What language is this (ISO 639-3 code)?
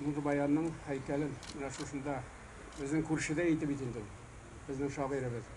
tat